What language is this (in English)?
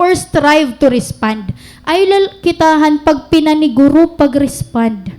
Waray